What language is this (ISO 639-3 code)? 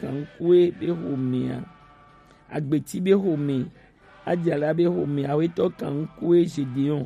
gej